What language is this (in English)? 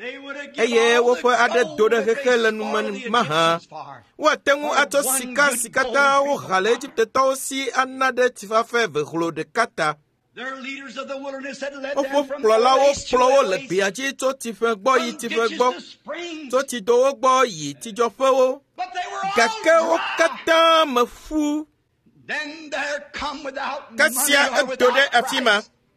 Ewe